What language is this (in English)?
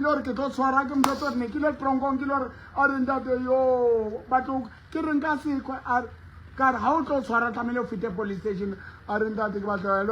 Southern Sotho